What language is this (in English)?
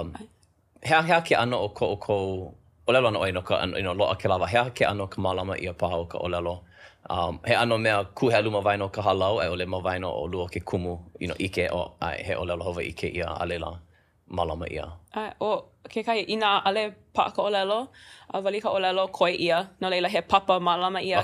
Hawaiian